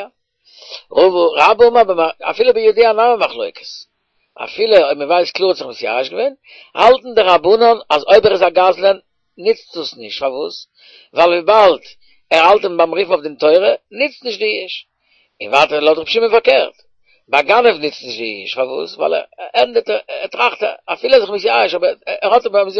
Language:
Yiddish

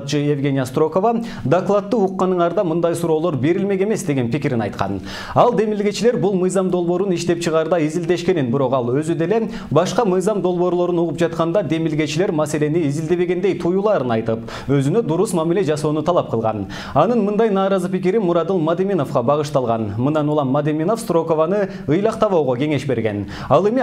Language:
Kyrgyz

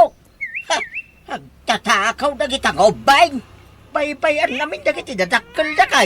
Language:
Iloko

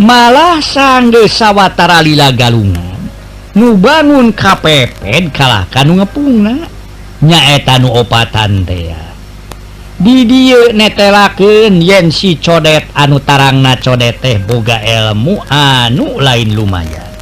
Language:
Sundanese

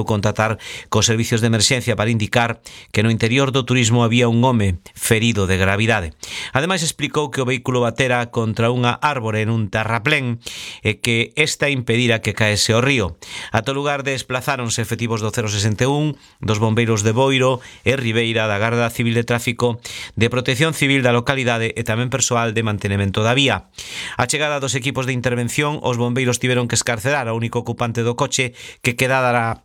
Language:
Galician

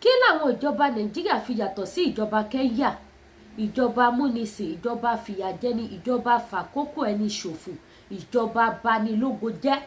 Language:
Yoruba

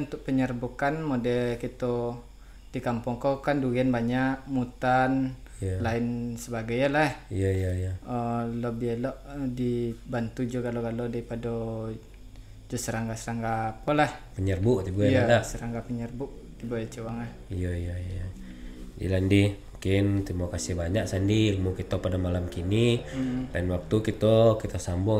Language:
Minangkabau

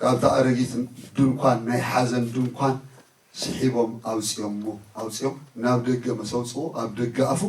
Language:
Tigrinya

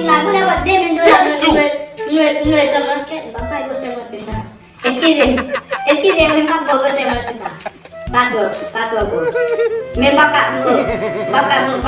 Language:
Haitian Creole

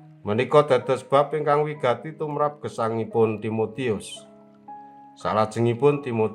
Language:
Javanese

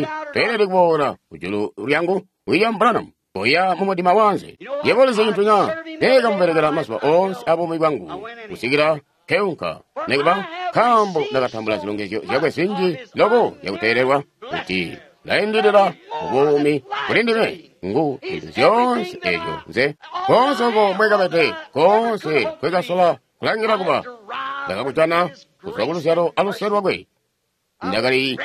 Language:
Tonga (Zambia)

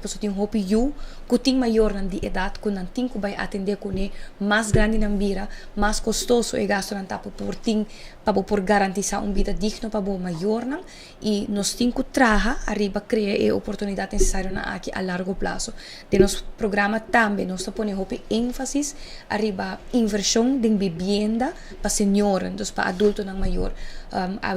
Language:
Papiamento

